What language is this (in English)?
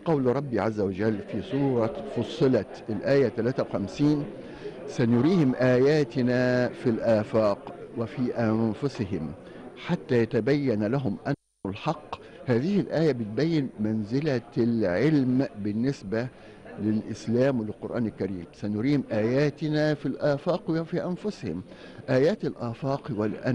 Arabic